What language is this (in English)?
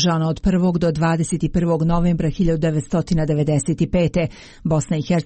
Croatian